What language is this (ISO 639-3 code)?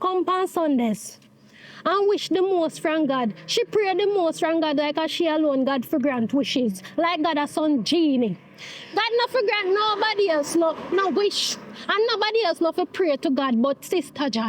jam